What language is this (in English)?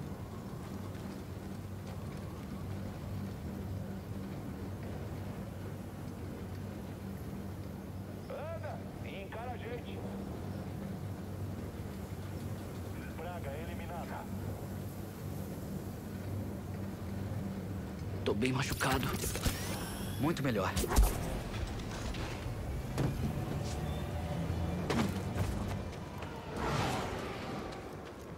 Portuguese